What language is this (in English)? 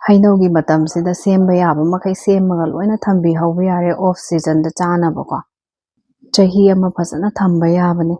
Manipuri